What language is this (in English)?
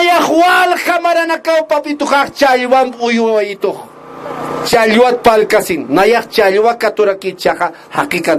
Aymara